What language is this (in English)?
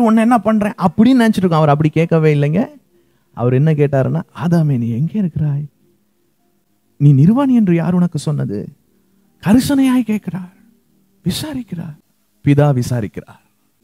Tamil